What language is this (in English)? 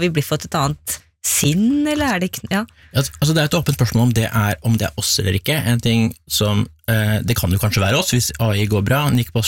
Norwegian